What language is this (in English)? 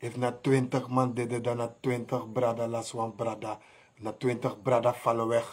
Sranan Tongo